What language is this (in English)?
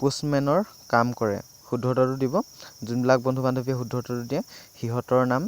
Assamese